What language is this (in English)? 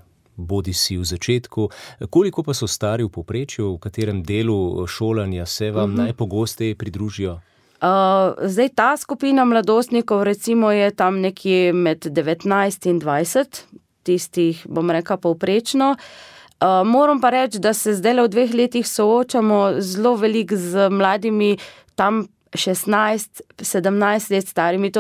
Slovenian